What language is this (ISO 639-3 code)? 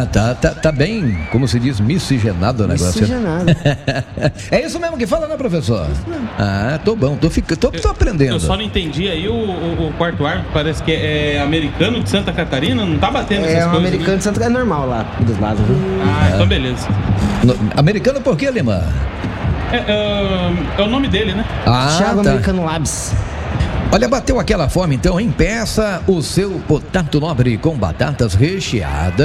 por